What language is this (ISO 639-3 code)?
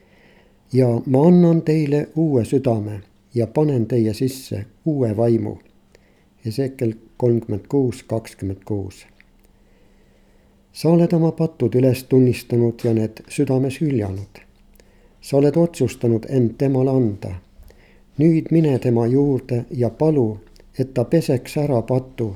est